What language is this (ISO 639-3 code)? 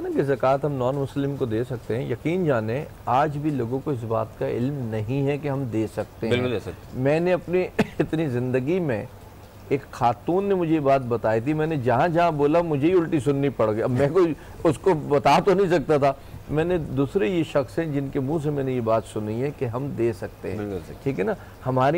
urd